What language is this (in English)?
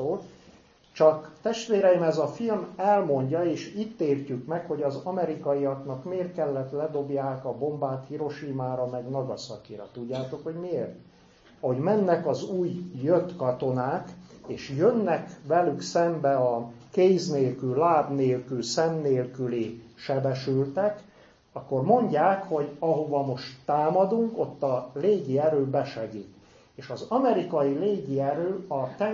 Hungarian